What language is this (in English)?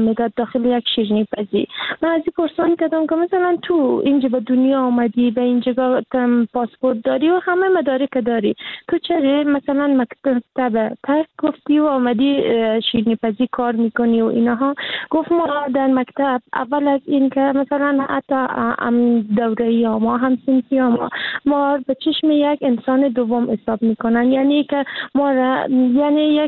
Persian